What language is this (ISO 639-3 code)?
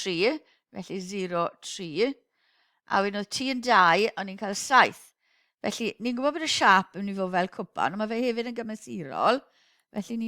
cym